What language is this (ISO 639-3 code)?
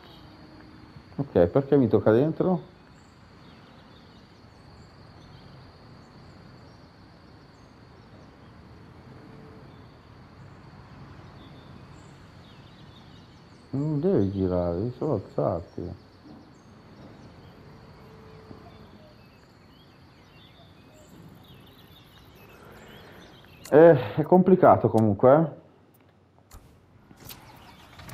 ita